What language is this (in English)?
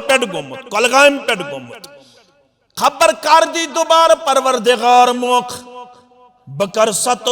Kashmiri